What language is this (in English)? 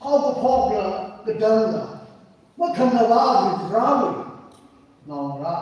Tangkhul Naga (India)